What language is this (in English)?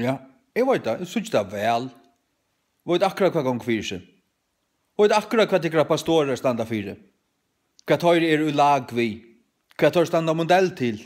Faroese